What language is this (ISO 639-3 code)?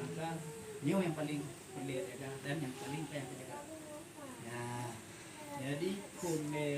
ace